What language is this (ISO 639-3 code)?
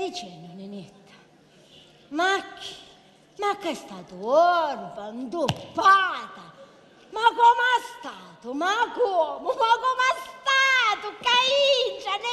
scn